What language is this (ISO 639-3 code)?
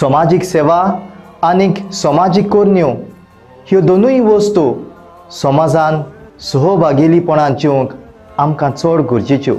kok